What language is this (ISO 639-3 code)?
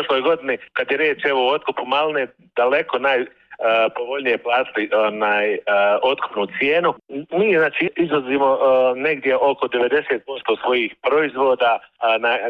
bos